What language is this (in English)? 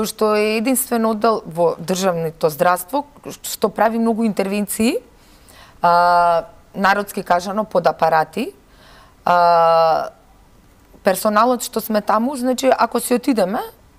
Macedonian